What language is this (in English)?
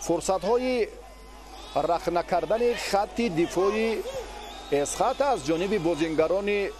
Tajik